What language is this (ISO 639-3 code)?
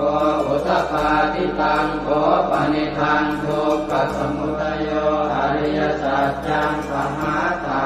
pli